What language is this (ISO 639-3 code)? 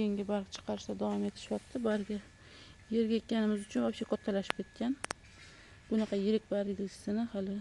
uzb